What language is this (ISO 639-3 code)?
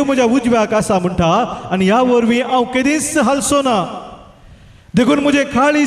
kok